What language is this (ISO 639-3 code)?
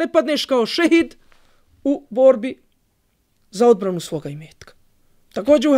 bos